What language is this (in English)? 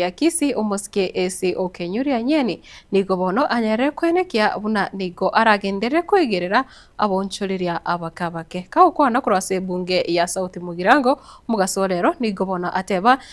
Gusii